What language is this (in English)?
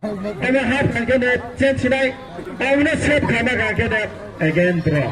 Kok Borok